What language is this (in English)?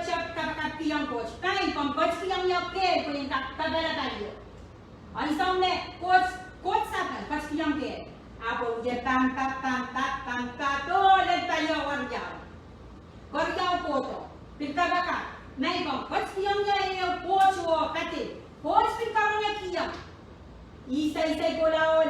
Pohnpeian